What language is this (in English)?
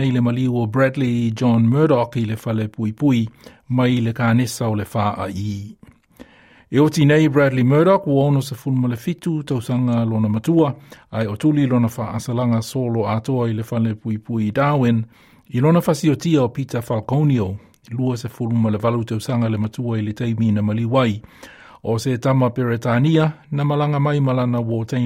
Samoan